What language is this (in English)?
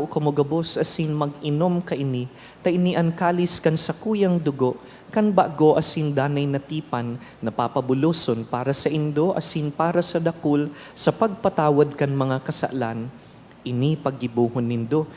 Bikol